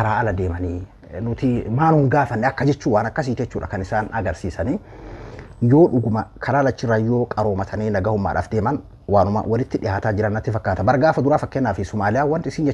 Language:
Oromo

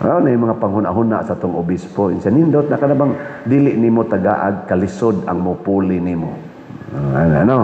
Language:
Cebuano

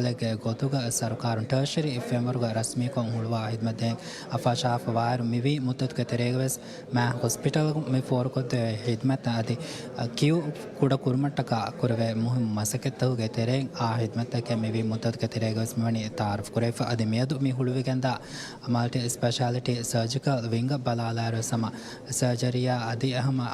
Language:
Divehi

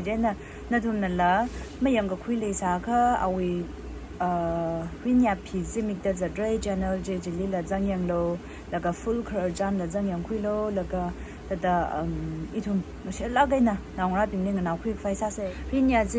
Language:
Tangkhul Naga (India)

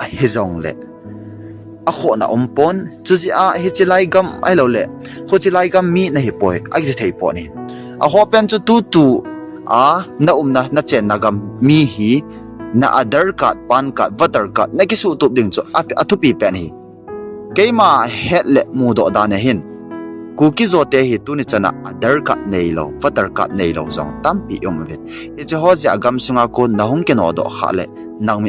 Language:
Thado Chin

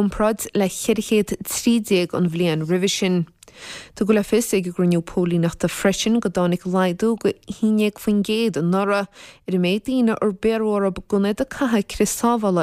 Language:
Irish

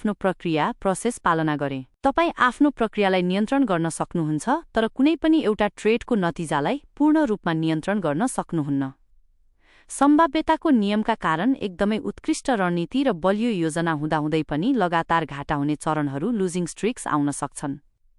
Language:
Nepali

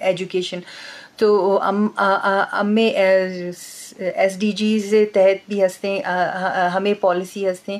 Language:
Eastern Balochi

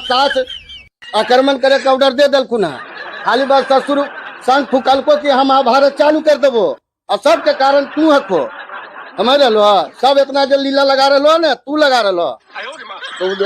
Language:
Magahi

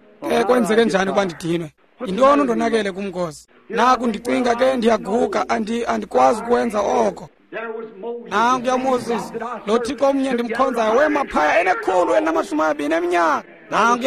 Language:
Xhosa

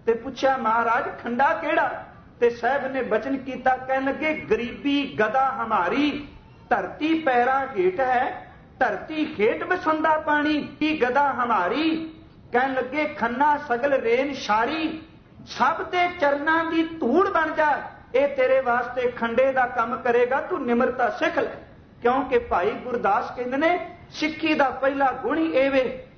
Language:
Punjabi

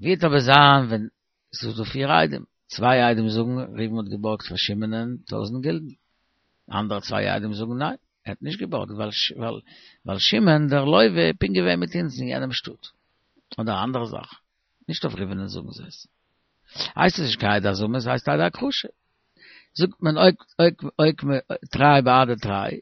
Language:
Yiddish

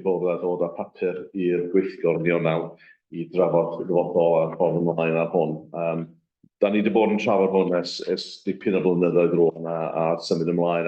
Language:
Welsh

